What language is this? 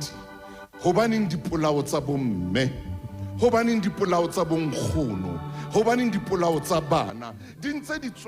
Southern Sotho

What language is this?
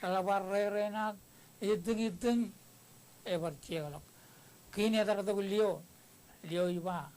Marshallese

